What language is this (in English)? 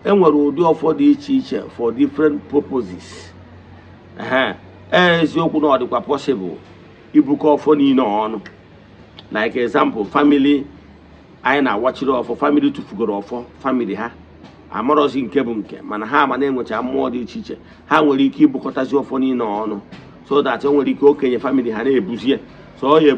Igbo